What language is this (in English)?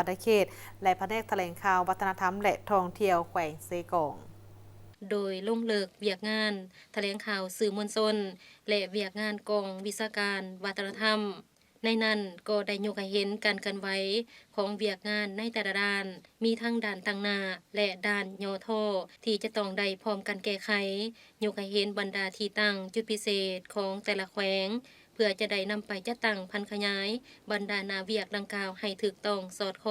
Lao